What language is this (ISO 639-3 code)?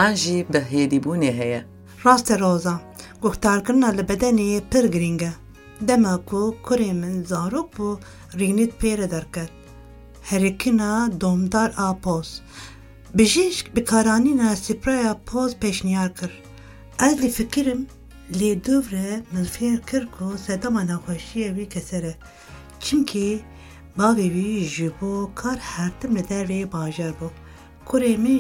kur